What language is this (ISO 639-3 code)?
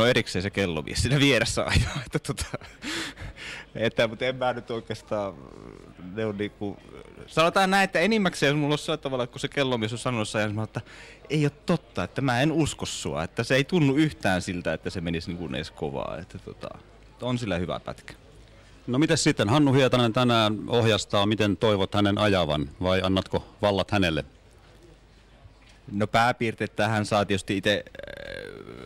fin